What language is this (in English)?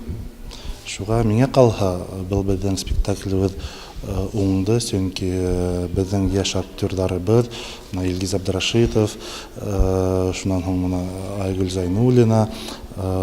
Bashkir